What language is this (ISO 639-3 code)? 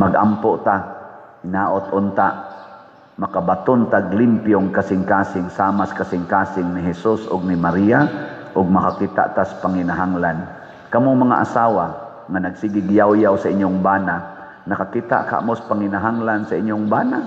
ceb